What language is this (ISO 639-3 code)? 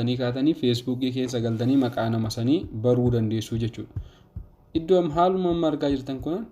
orm